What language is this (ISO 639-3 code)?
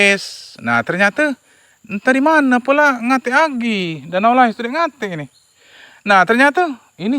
mui